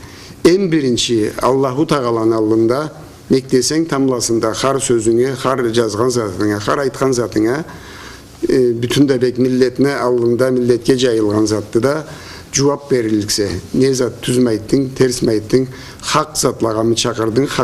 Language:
Karachay-Balkar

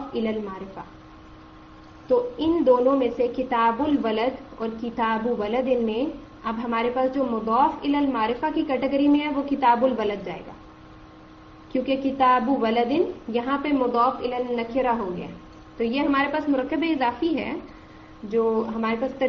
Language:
Urdu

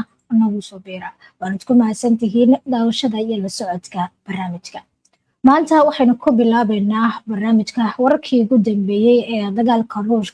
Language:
Somali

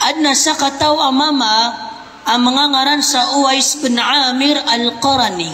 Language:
Maranao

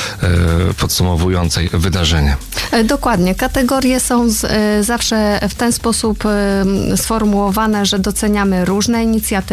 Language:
Polish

